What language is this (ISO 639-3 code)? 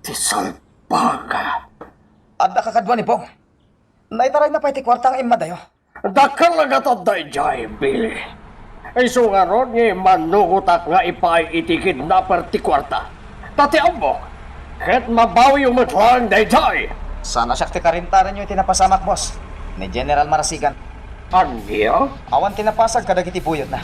ilo